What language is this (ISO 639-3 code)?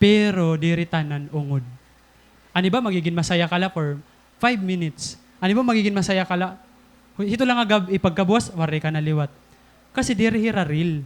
war